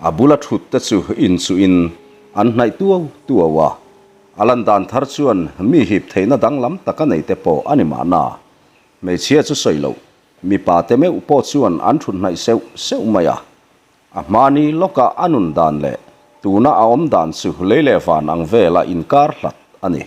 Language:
Mizo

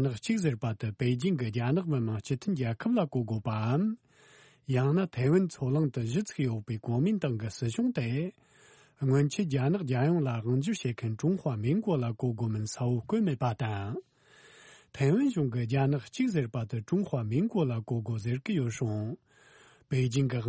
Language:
Tibetan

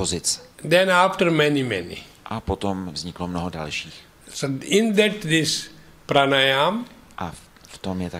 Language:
Czech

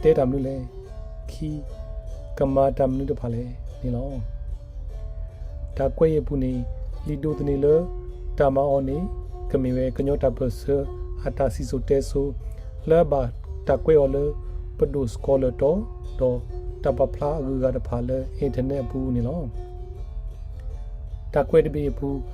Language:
S'gaw Karen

